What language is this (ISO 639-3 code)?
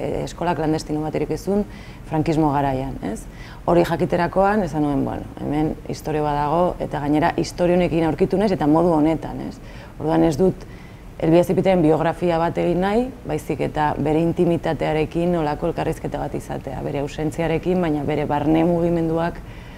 eus